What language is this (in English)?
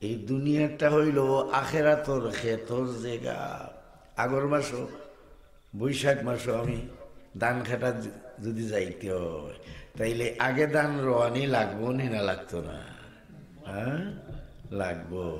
Sylheti